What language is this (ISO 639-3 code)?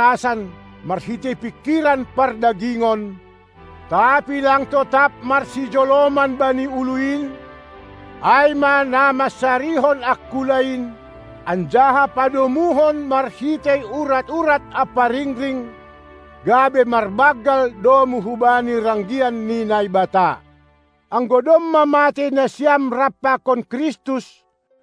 bts